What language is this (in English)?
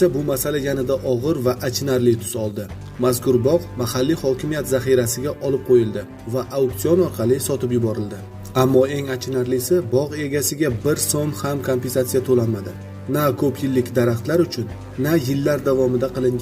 Uzbek